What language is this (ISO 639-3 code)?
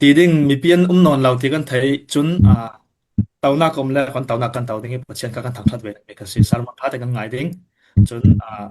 cfm